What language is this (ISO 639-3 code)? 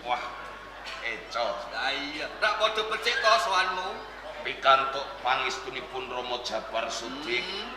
jav